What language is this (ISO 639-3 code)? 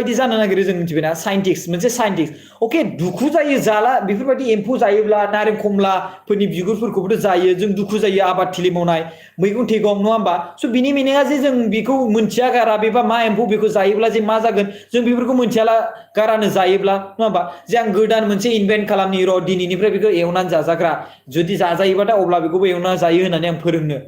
brx